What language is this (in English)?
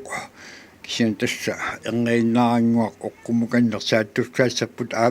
Kalaallisut